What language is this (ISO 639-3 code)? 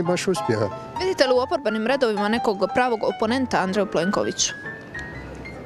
hrv